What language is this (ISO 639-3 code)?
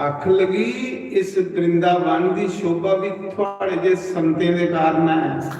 doi